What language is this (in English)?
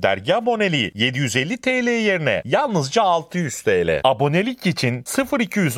Turkish